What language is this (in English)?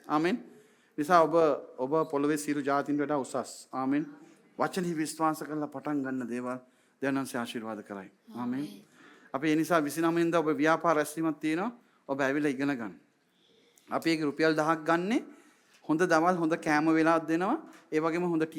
Sinhala